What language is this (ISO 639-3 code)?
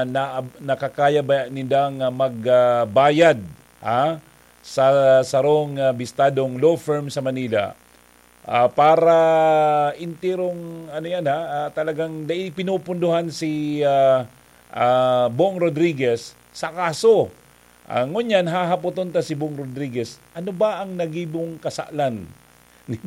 bik